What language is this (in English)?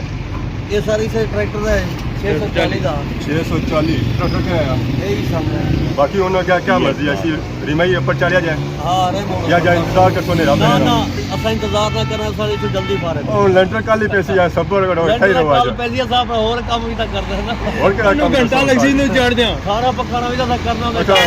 Pahari-Potwari